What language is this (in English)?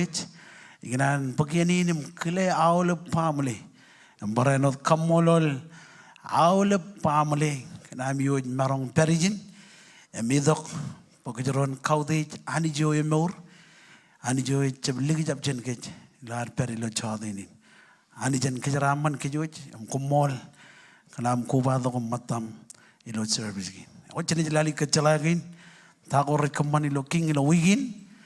Marshallese